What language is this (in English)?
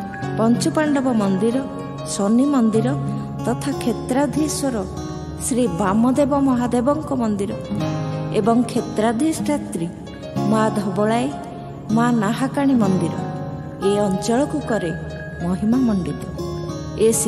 Odia